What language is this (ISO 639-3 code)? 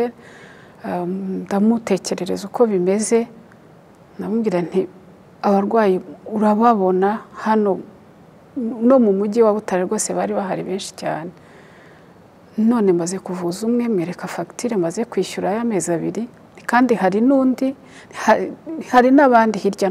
kin